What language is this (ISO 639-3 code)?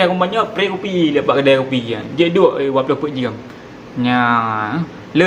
ace